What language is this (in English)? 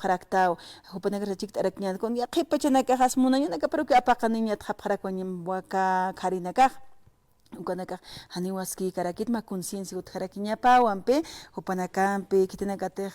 Aymara